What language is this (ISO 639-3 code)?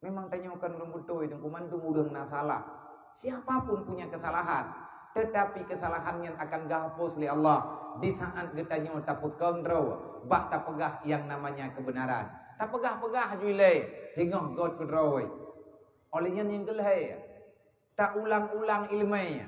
ace